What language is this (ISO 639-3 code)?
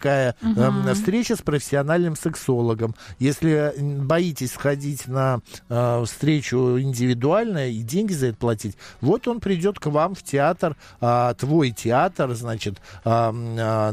rus